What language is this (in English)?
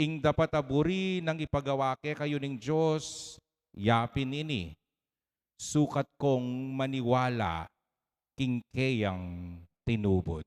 Pampanga